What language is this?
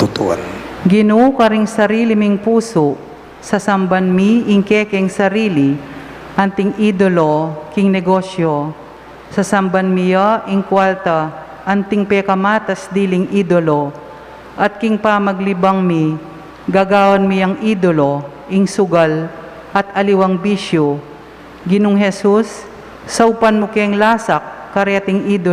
Pampanga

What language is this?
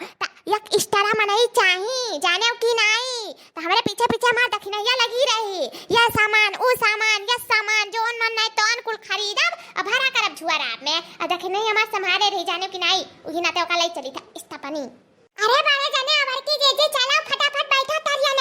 Awadhi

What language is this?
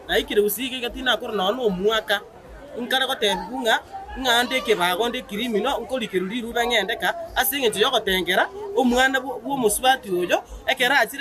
Gusii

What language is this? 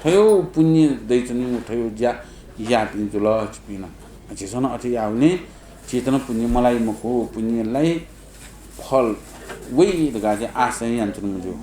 Newari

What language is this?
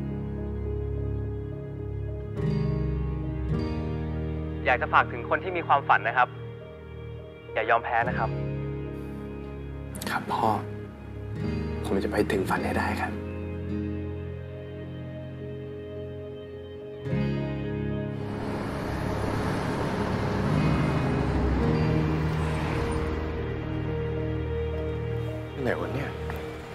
Thai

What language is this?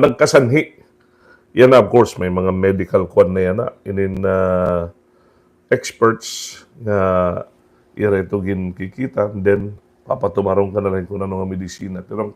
Waray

